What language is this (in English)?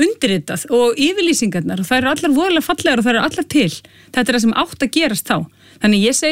Icelandic